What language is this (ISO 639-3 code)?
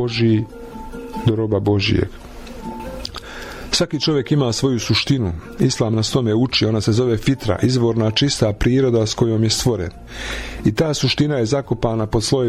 bos